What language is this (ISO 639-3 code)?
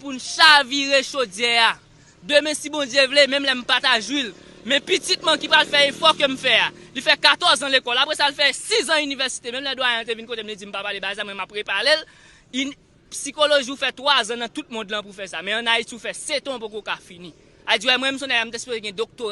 hat